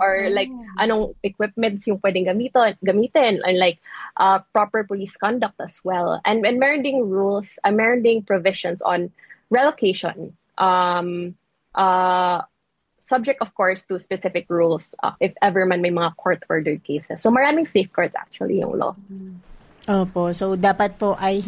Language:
Filipino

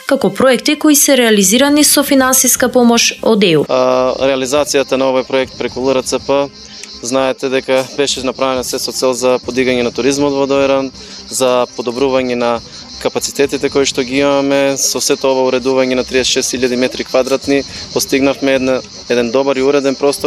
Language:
Macedonian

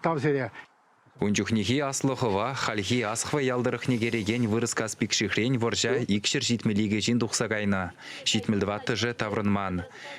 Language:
Chuvash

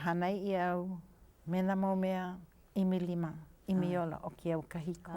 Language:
Hawaiian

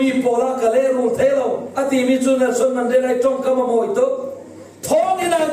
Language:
Falam Chin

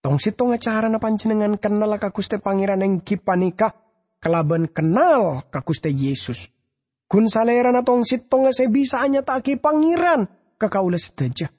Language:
Madurese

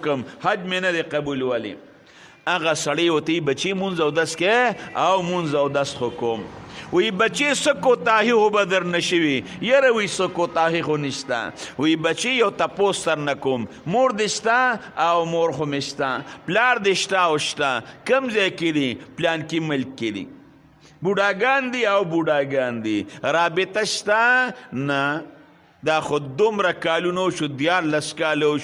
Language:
Pashto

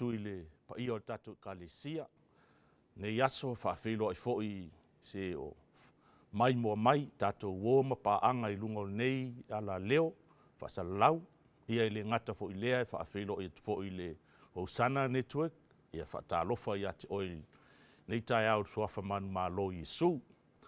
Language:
Samoan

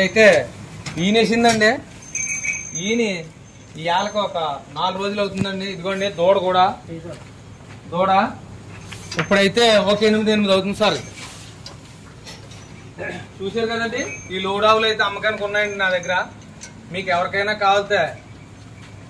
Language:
Telugu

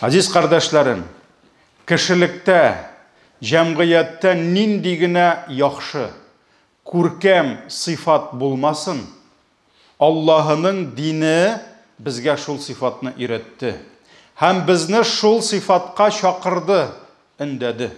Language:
Tatar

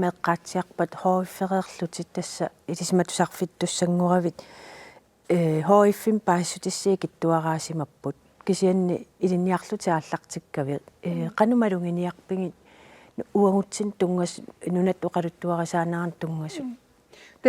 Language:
Kalaallisut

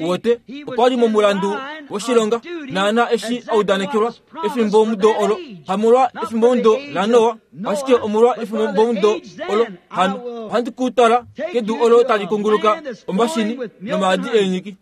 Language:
Kuanyama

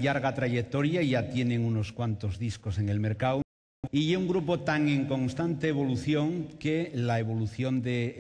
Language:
Asturian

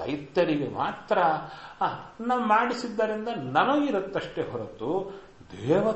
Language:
Kannada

